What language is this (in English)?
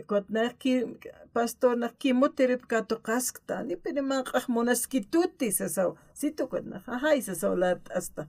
Aymara